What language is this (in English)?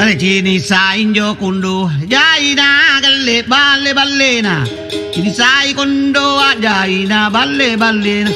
Makasar